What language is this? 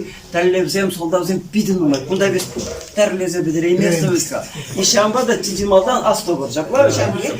Chuvash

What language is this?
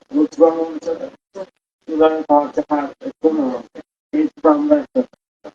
Sylheti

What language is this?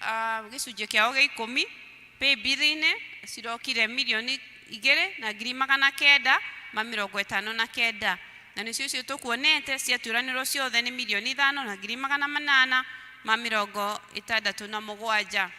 Kikuyu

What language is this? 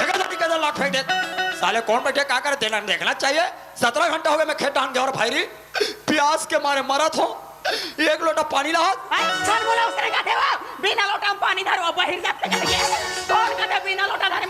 Chhattisgarhi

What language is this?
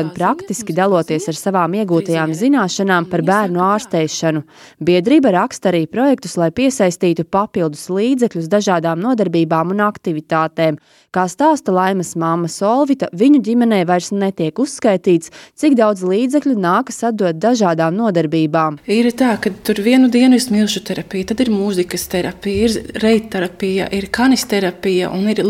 Latvian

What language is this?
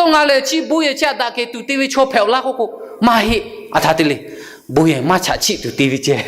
Lahu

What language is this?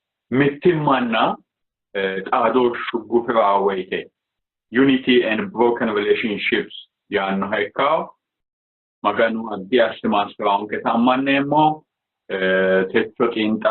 Sidamo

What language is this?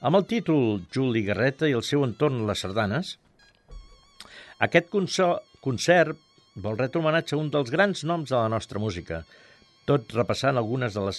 Catalan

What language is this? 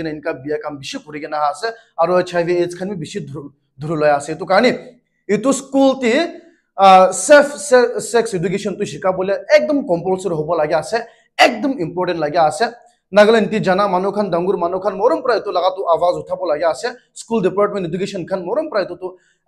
Naga Pidgin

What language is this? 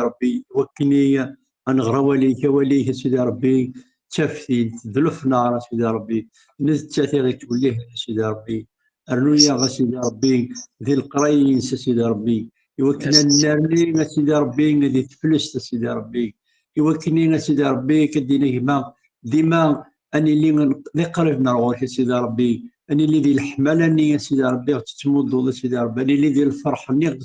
Kabyle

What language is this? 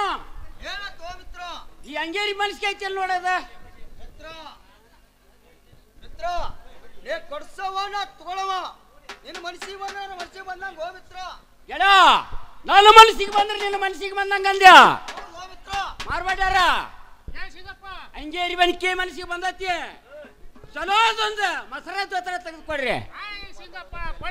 Kannada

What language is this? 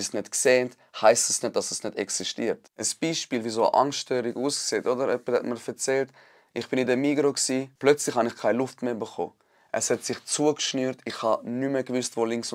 Swiss German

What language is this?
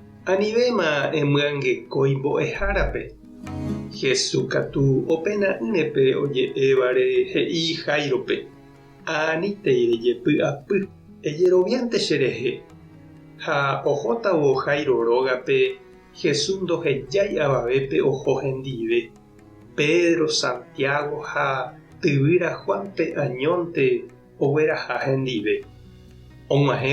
Guarani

